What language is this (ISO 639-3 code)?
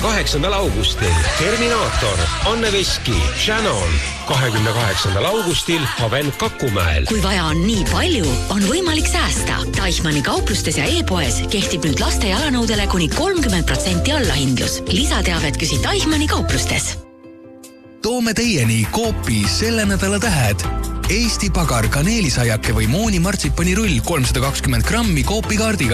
est